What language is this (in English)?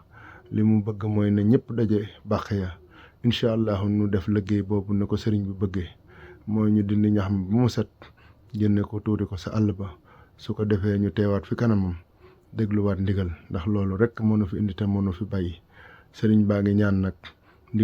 Wolof